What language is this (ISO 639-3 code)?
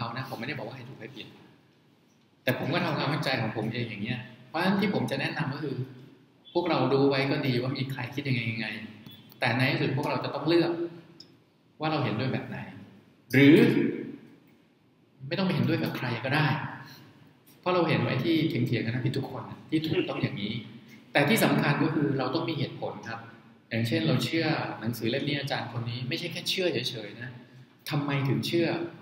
tha